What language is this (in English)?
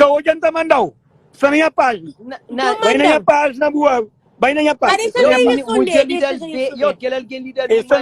Kabuverdianu